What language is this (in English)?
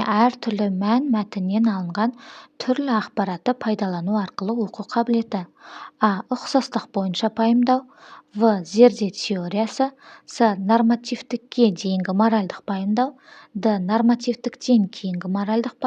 Kazakh